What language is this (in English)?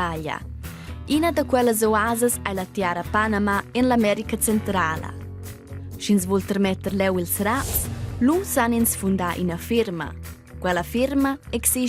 Romansh